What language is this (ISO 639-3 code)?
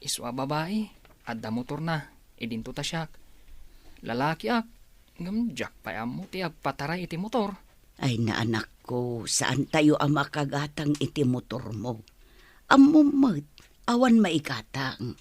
ilo